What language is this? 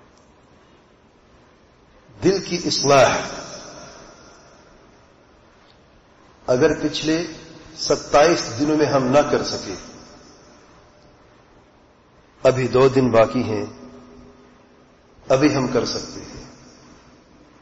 Urdu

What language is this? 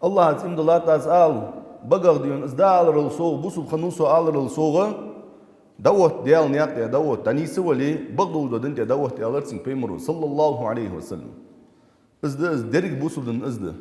Ingush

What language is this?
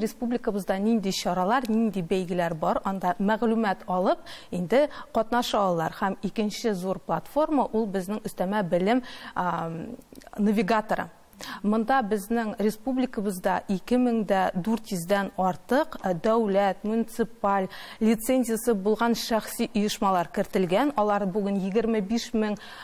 Tatar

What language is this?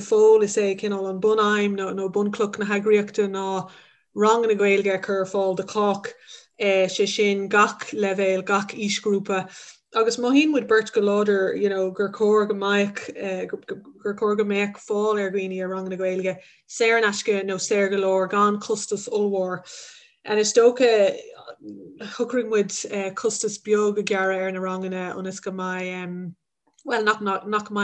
Irish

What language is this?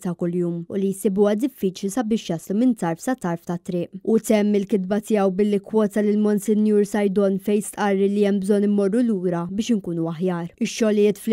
Maltese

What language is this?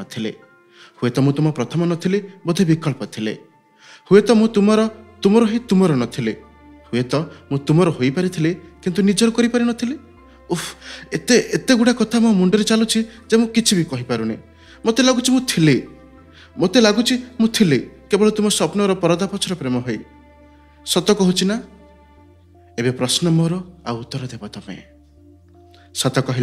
Odia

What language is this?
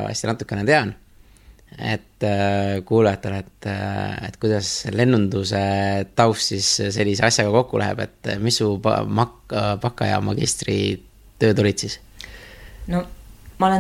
Estonian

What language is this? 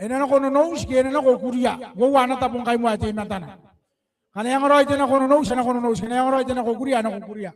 Gilbertese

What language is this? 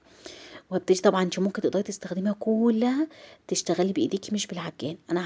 Egyptian Arabic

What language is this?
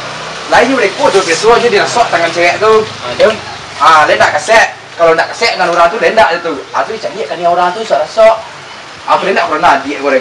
Minangkabau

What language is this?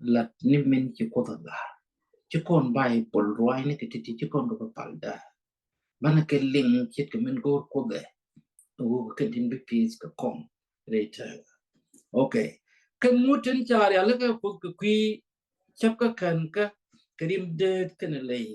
Nuer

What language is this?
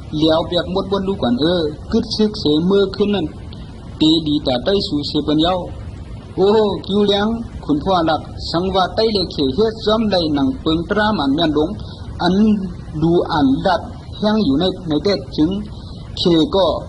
Shan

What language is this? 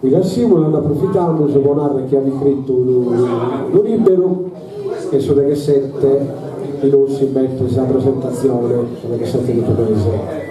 Sardinian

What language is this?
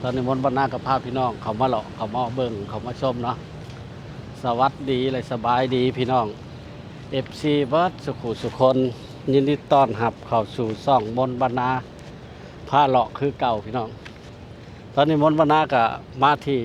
Lao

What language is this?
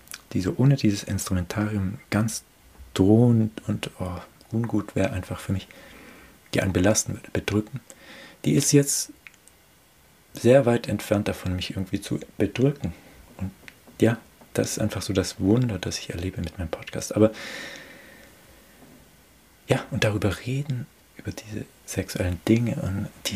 German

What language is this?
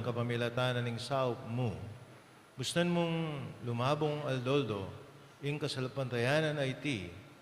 Pampanga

